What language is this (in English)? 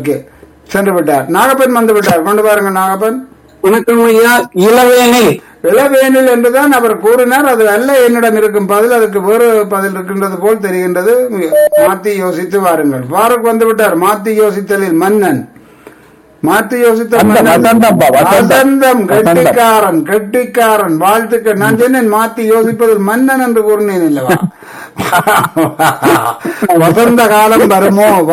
Tamil